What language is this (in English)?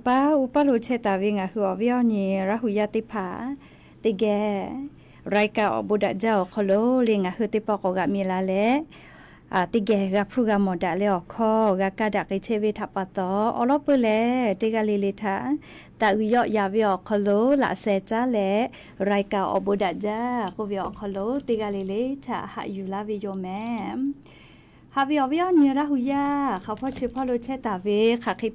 Lahu